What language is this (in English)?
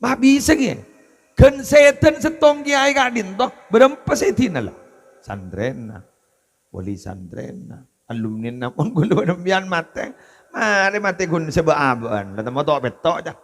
Madurese